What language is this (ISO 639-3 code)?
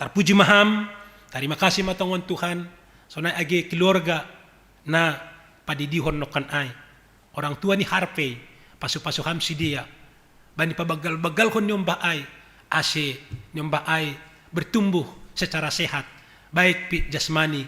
bts